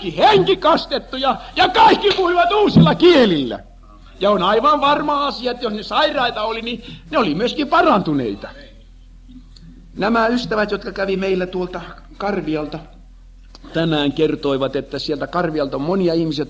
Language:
Finnish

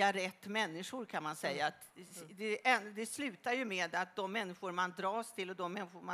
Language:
Swedish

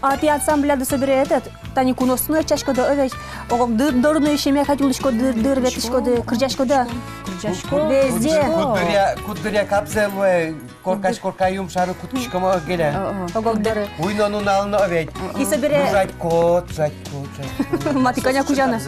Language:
Udmurt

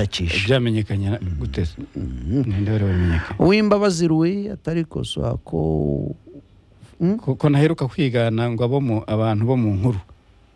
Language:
Kinyarwanda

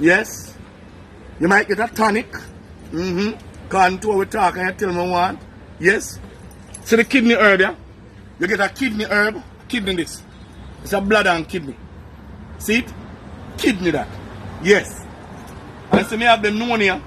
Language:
Jamaican Creole English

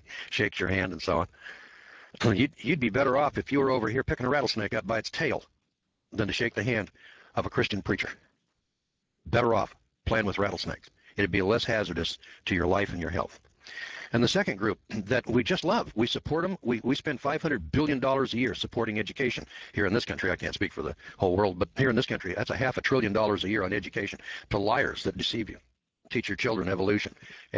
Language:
English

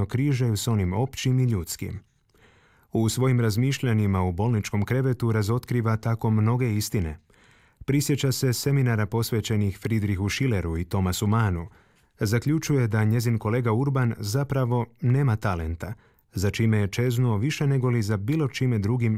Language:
Croatian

